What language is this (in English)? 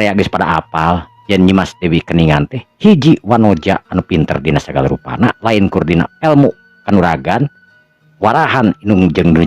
Sundanese